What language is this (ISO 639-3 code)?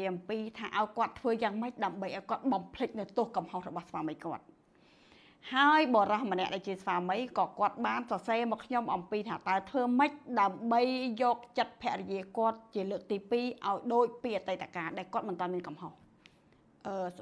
khm